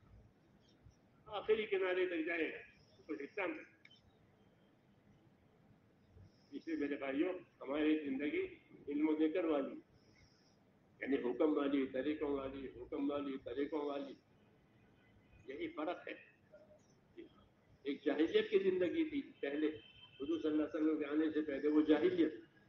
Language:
Urdu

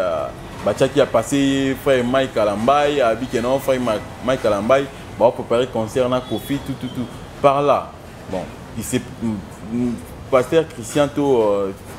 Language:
Lingala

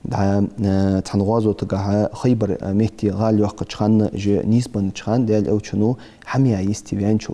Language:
Ingush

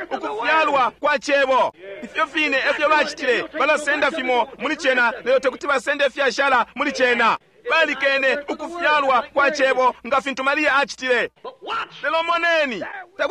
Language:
Bemba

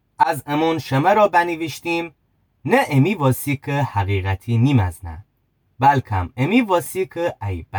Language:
Gilaki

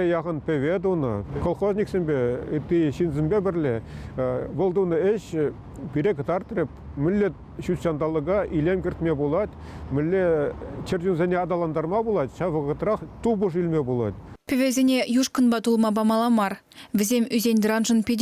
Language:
Chuvash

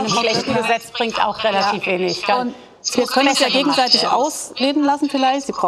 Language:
German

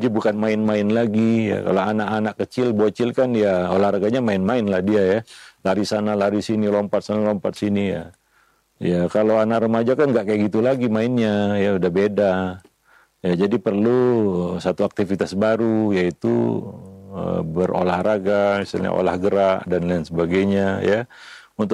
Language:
Indonesian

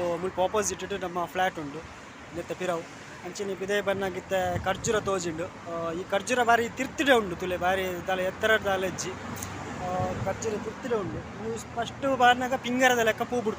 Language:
Tulu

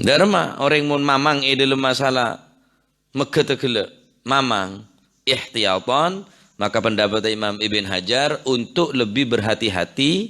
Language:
Madurese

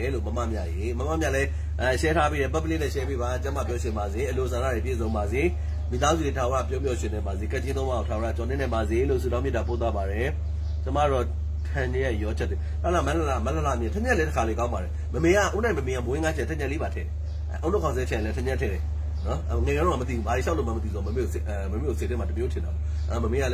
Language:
Burmese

